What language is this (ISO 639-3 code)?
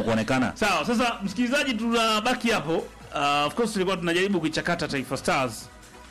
swa